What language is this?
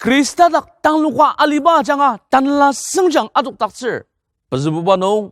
Ao Naga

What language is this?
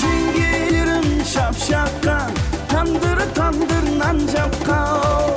Kara-Kalpak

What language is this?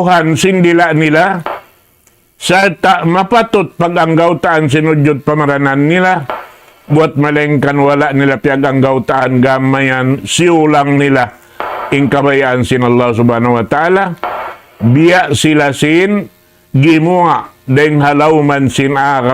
Tausug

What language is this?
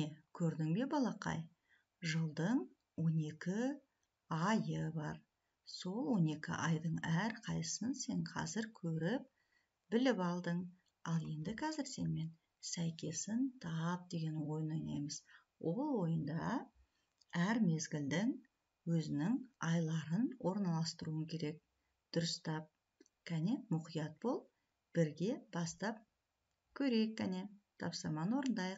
Kazakh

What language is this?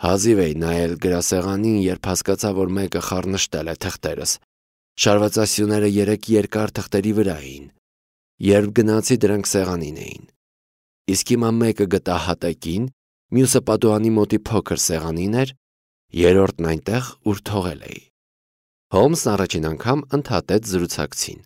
Armenian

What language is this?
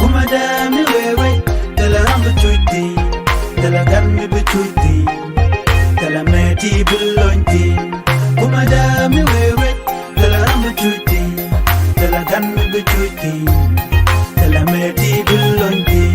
Nuer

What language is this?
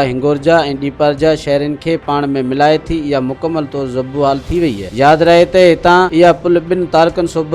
Sindhi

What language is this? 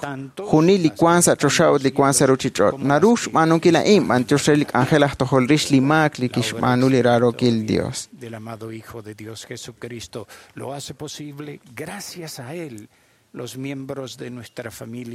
Kekchí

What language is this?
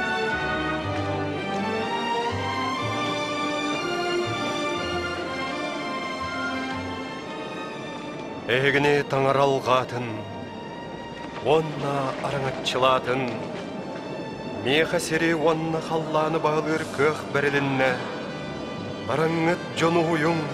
Yakut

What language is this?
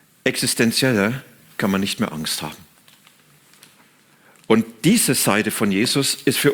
German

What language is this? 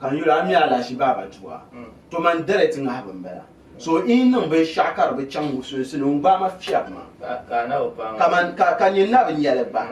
Dagbani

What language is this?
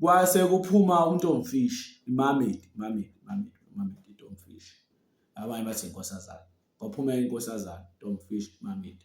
Zulu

